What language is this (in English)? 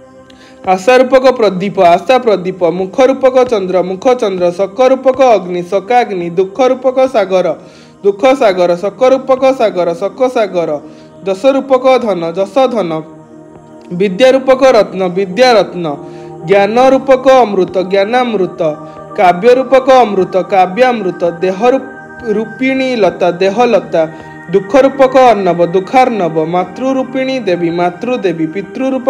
Odia